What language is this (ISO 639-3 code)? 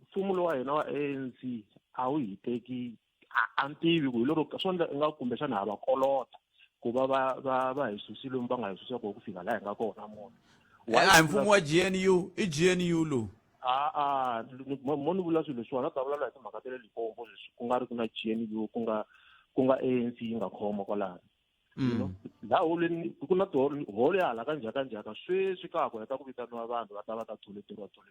tso